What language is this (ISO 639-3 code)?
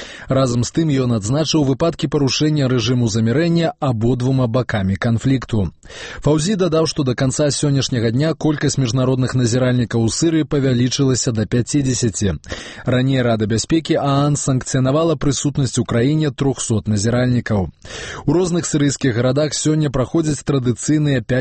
bel